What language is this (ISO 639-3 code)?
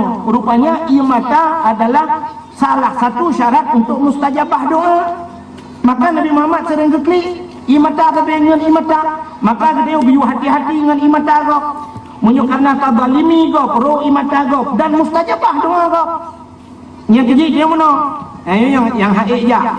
ace